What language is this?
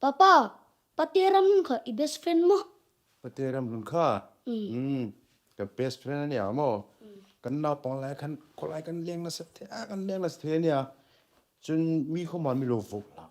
Hmar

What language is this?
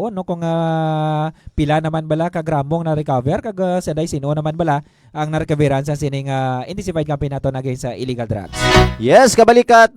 Hiligaynon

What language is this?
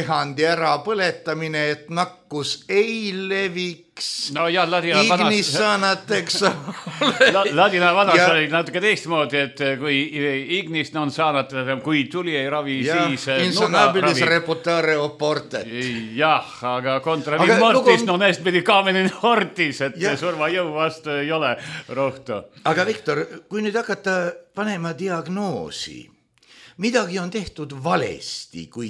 Estonian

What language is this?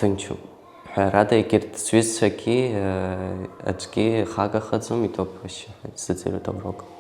Abkhazian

